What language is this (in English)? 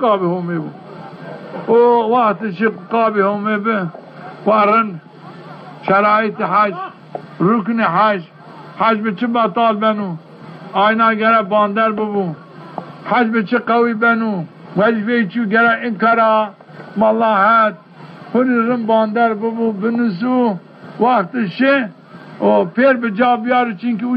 Zaza